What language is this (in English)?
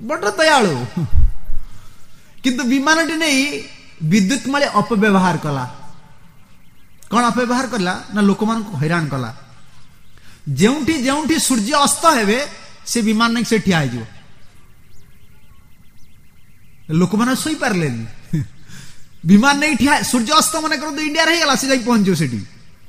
Odia